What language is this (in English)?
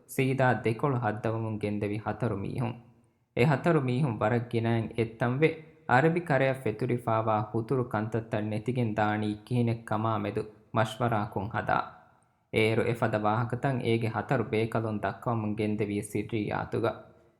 Divehi